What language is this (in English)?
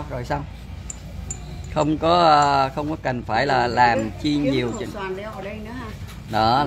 Vietnamese